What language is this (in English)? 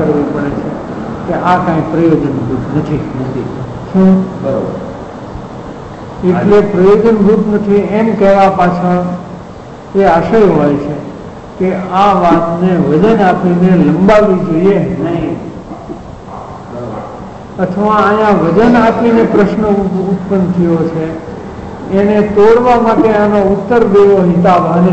Gujarati